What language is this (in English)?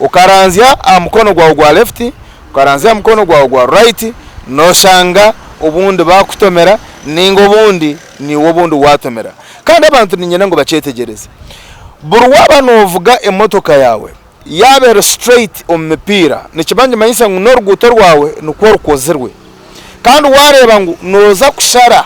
Nyankole